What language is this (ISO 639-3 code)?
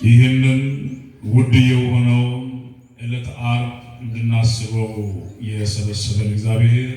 amh